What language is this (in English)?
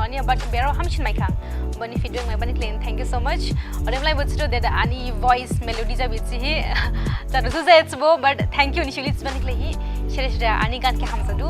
Dimasa